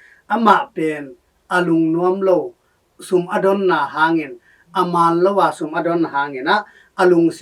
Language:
Tedim Chin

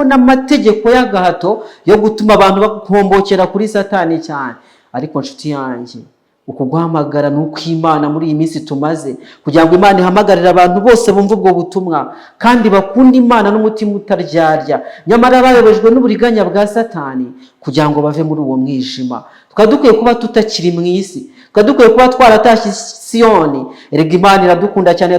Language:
Kinyarwanda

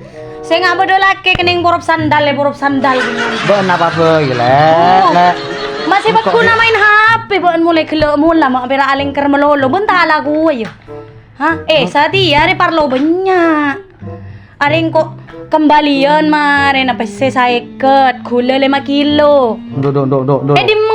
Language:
Madurese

